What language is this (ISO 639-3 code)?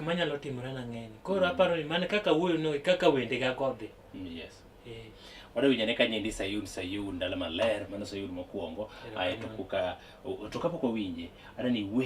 luo